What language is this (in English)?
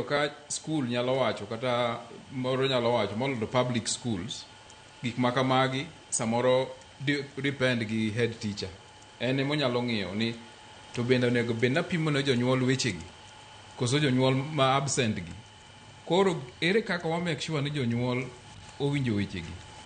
Luo (Kenya and Tanzania)